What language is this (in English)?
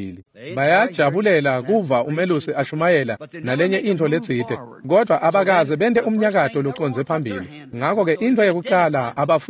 Swati